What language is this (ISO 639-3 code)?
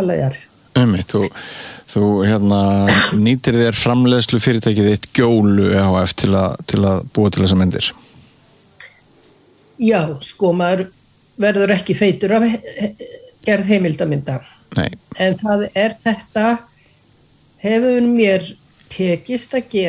isl